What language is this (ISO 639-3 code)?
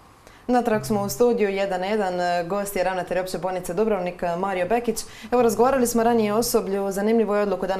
hrv